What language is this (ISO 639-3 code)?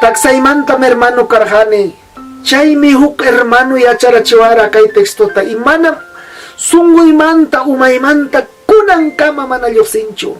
quy